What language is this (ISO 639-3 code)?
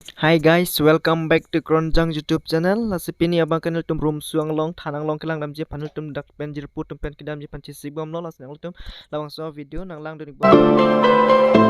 mjw